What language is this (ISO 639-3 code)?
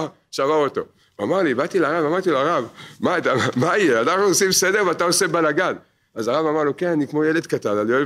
heb